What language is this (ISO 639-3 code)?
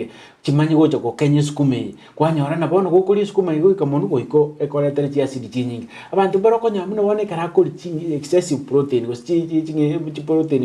guz